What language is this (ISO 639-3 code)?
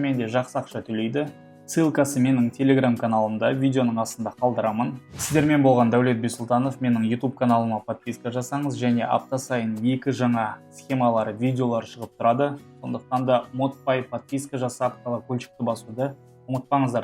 kaz